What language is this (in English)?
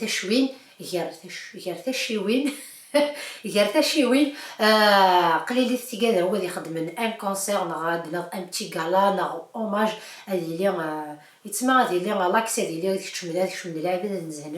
Kabyle